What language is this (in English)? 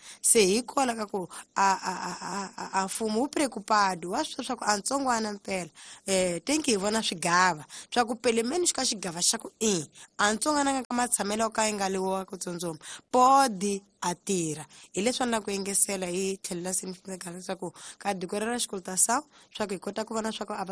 Tsonga